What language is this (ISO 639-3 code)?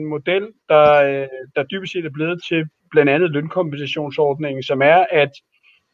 dan